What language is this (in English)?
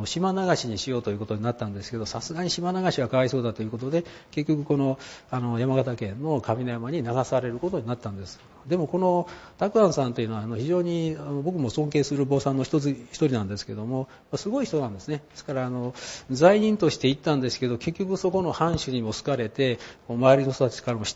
Japanese